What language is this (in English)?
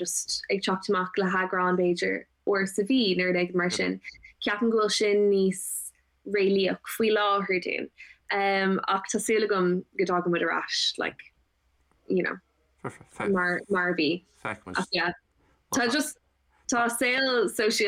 Irish